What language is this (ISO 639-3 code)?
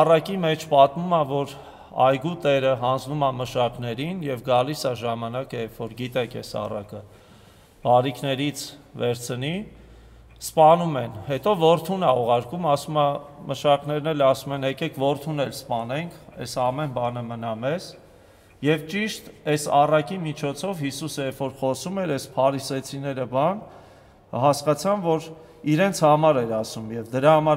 hye